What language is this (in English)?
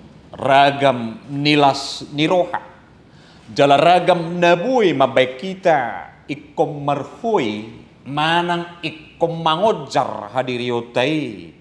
Batak Toba